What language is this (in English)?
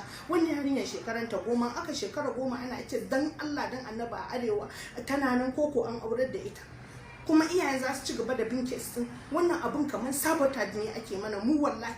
Hausa